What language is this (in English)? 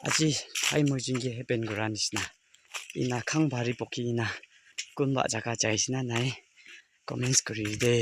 Naga Pidgin